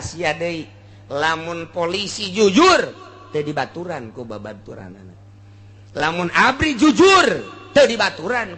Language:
Sundanese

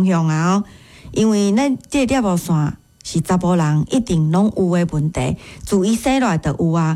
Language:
Min Nan Chinese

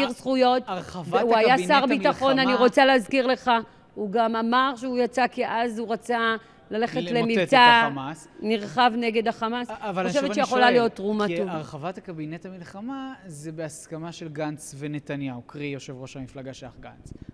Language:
Hebrew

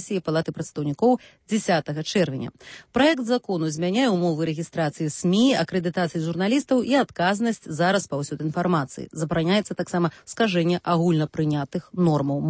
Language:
Belarusian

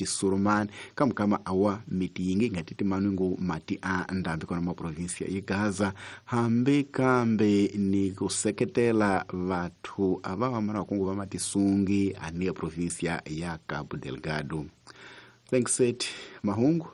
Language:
Tsonga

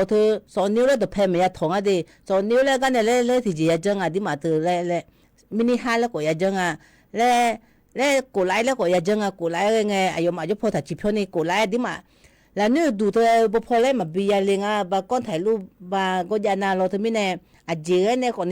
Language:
Akha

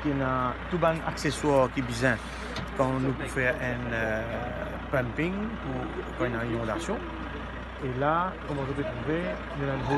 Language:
Morisyen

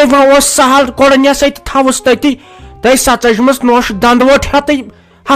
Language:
Kashmiri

